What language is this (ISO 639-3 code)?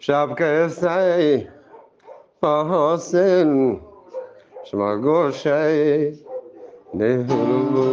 bgp